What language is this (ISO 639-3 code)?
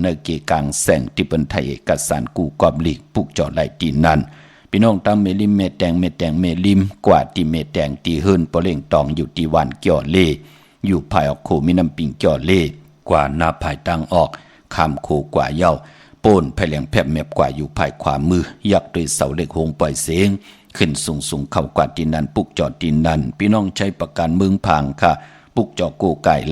shn